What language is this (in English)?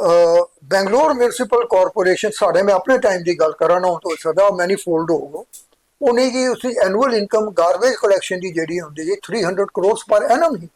Dogri